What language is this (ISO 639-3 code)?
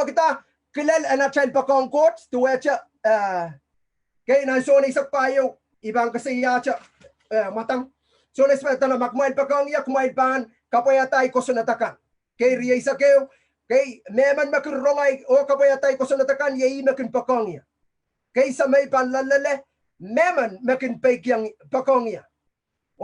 pon